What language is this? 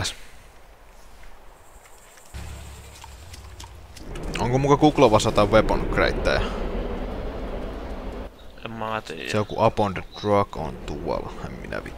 Finnish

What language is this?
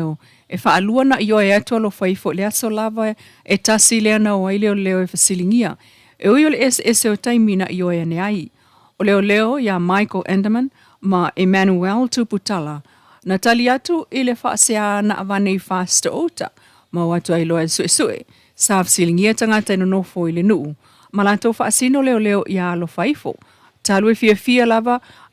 Samoan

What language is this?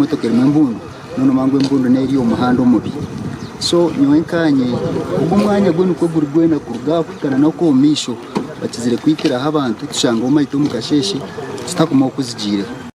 Nyankole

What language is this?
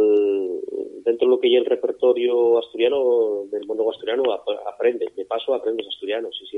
Asturian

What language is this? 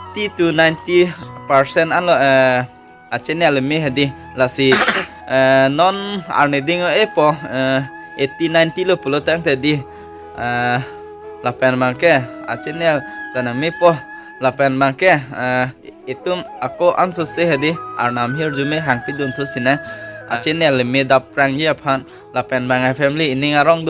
Karbi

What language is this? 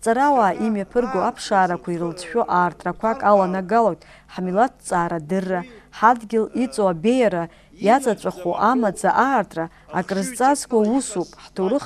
Abkhazian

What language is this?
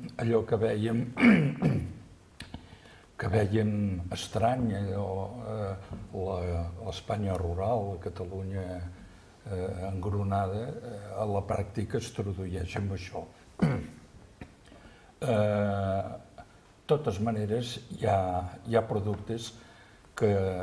Catalan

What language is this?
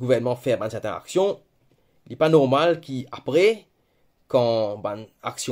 Morisyen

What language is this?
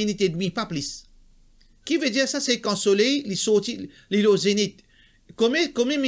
Morisyen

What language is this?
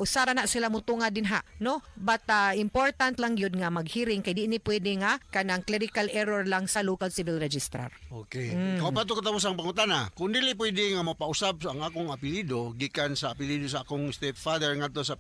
Cebuano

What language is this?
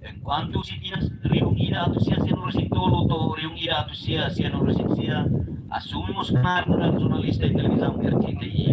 Tetum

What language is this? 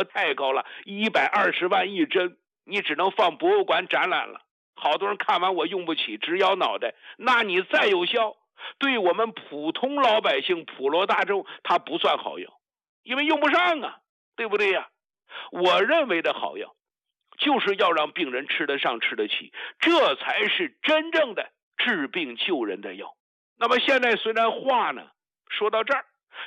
Chinese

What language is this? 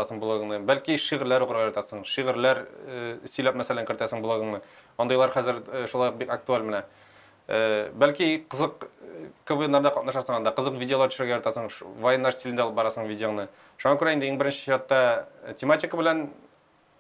Tatar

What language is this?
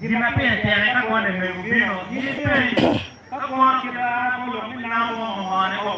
Acoli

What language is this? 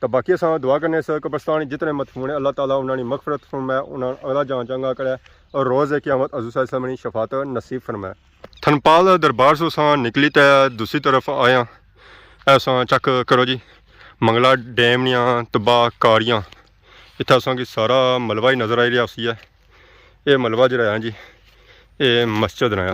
Pahari-Potwari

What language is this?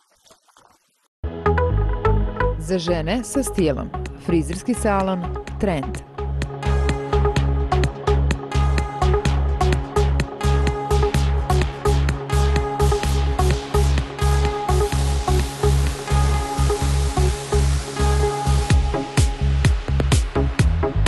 Serbian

